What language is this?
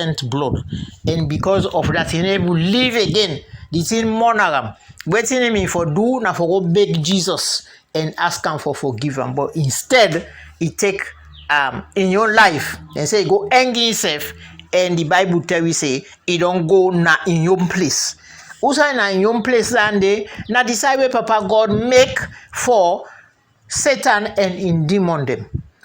Krio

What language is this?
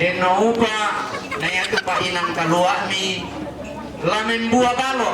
Toraja-Sa'dan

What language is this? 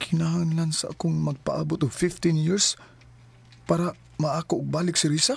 Cebuano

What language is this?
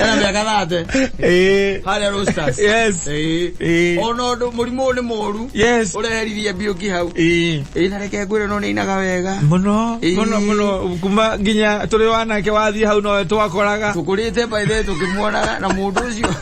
Kikuyu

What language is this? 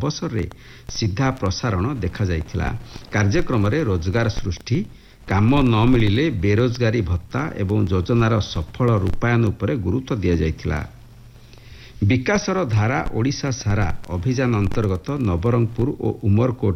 Odia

